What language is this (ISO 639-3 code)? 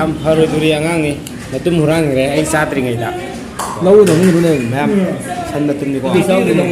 mni